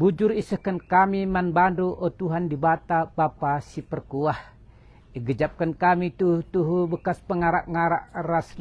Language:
Batak Karo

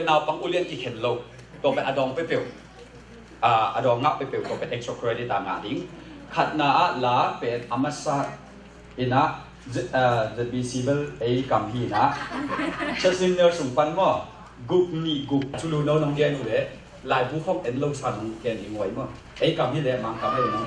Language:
Tedim Chin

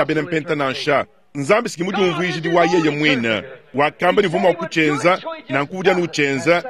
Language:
Luba-Lulua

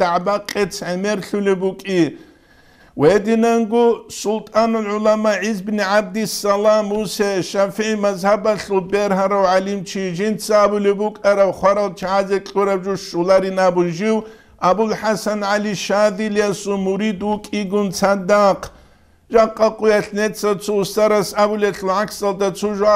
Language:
Avaric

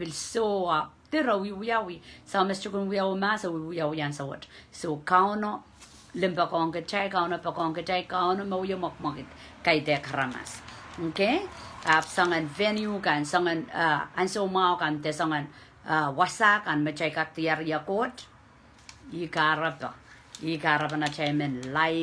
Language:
Pohnpeian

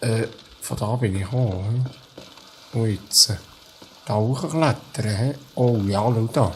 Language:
Swiss German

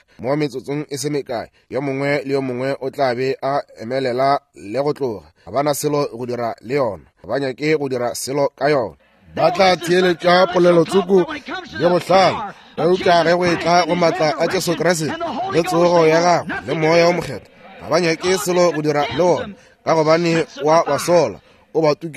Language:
Northern Sotho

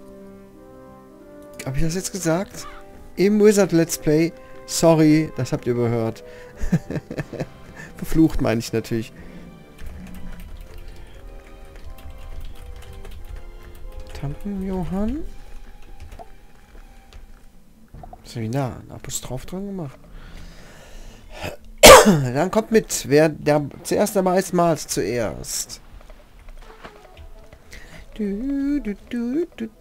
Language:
German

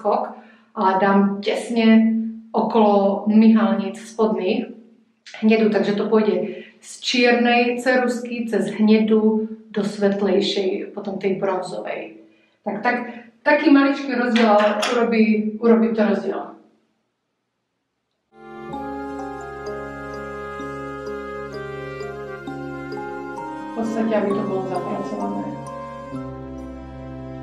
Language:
Slovak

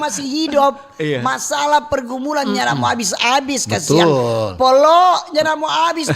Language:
Manado Malay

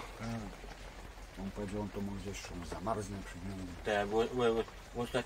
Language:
Polish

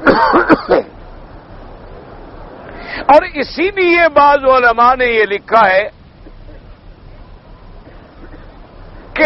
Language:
Urdu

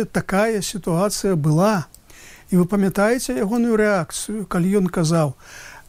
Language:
Belarusian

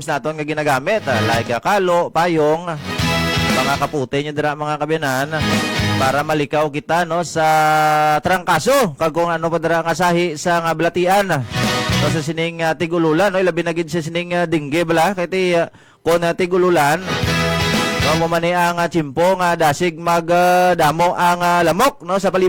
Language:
Hiligaynon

